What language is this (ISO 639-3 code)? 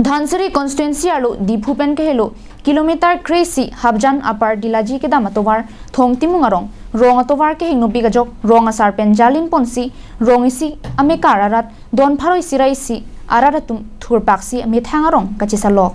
mjw